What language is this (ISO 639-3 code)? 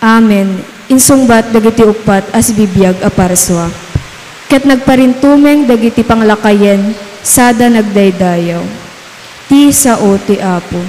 ilo